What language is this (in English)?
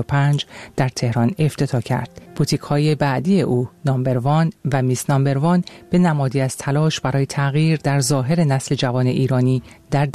Persian